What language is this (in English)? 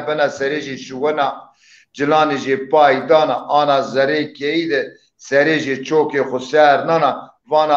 Zaza